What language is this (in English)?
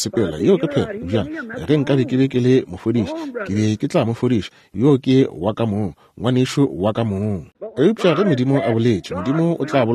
Northern Sotho